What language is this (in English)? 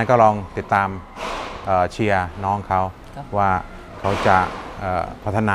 Thai